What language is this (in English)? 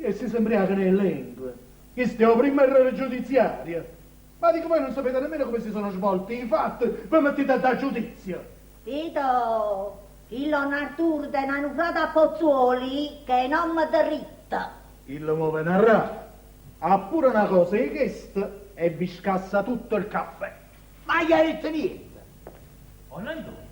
Neapolitan